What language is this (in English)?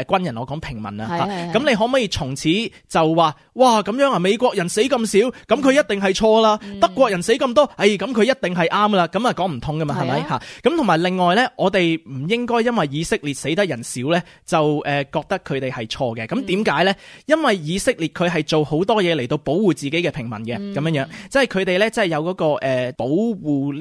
Cantonese